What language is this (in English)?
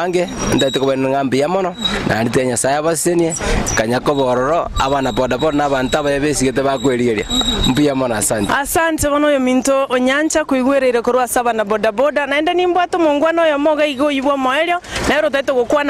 Gusii